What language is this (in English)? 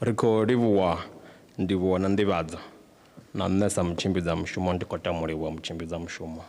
Venda